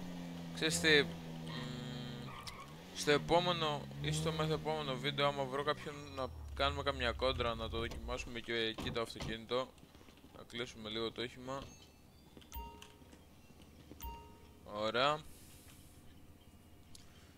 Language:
Greek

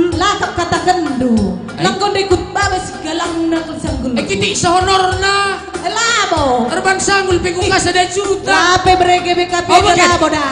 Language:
Batak Karo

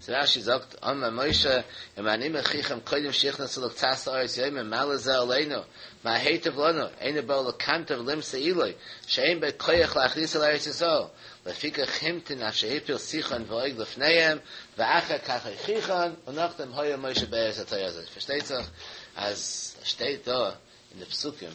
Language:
Yiddish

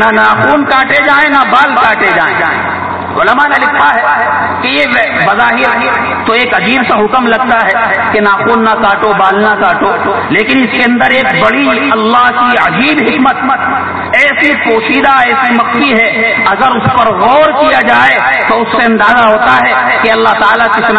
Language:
Urdu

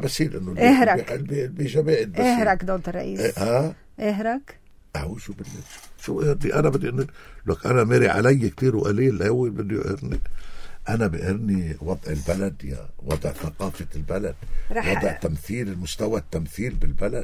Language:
North Levantine Arabic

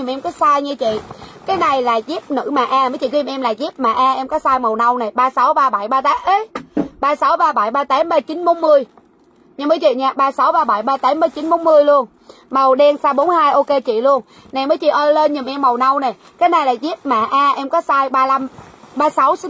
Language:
Vietnamese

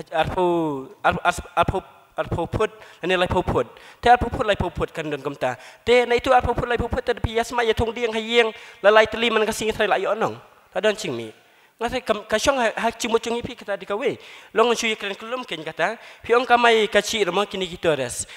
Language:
Khasi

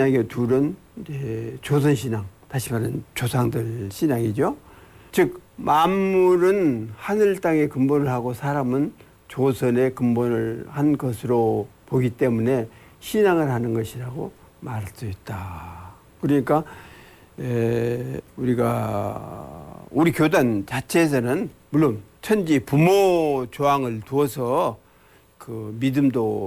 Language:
Korean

